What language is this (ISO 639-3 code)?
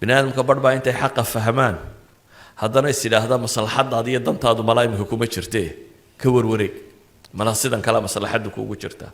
som